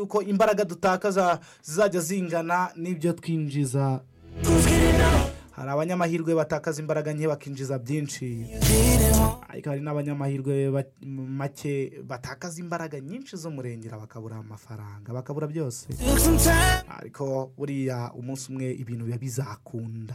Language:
Kinyarwanda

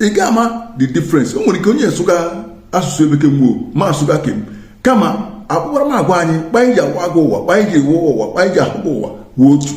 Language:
Igbo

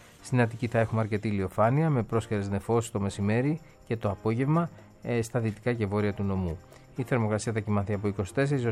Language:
Greek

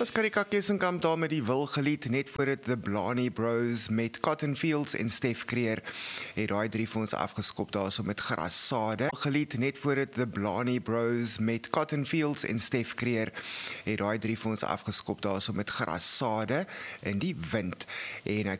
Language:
Afrikaans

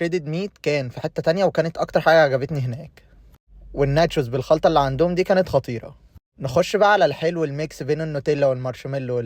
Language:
Egyptian Arabic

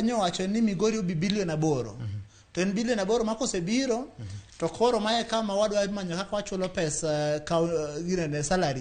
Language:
Luo (Kenya and Tanzania)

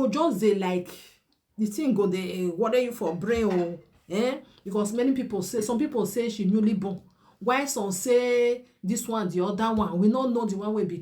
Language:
Nigerian Pidgin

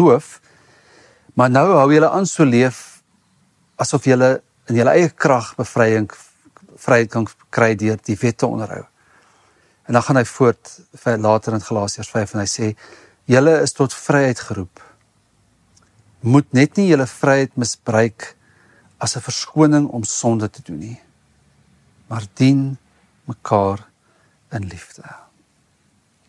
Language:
Afrikaans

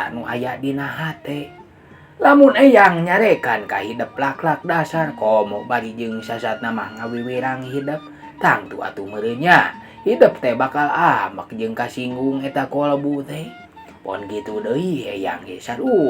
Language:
Sundanese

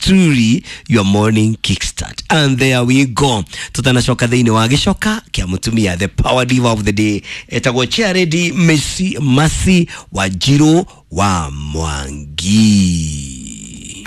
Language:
Kikuyu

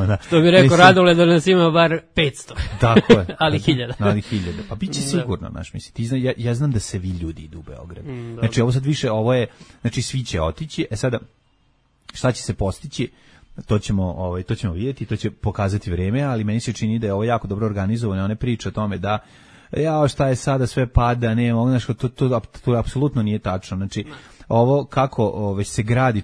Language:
Serbian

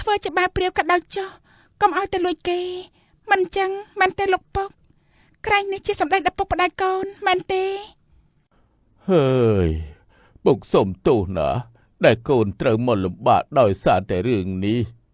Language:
Khmer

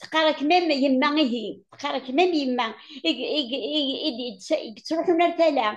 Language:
Kabyle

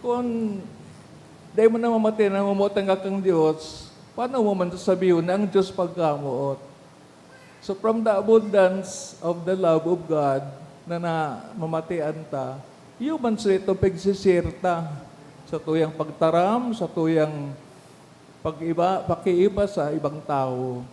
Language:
Bikol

